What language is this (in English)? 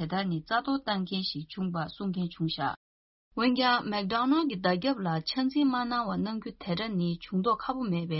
Tibetan